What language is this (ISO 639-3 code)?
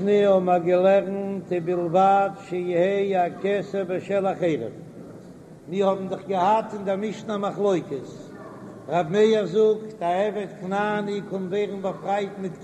yid